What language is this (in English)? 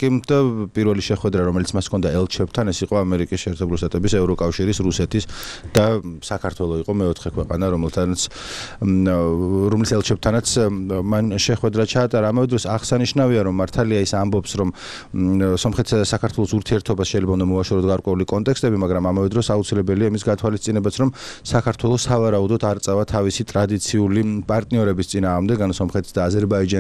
Georgian